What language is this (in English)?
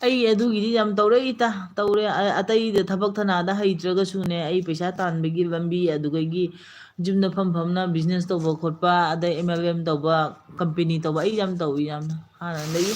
Manipuri